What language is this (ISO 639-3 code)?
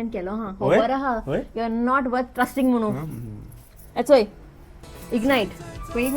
kok